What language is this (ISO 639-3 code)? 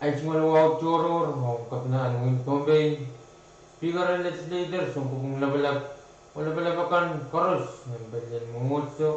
pon